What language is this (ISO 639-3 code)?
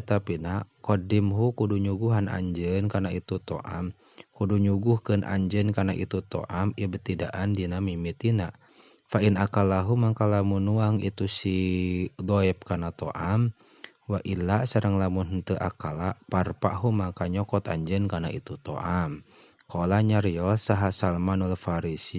sun